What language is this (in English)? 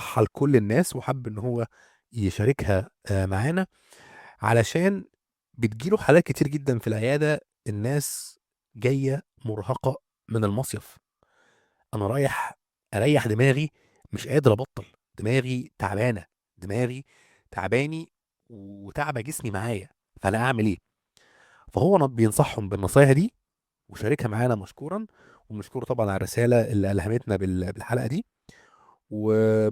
Egyptian Arabic